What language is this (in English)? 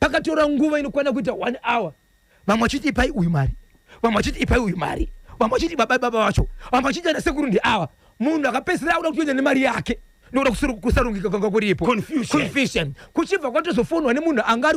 Shona